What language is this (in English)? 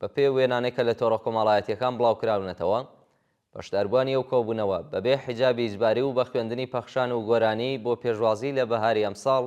Central Kurdish